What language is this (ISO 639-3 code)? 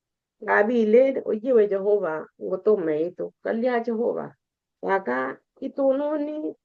kln